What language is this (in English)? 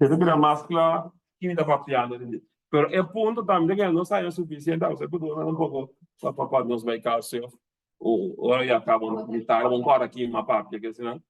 Papiamento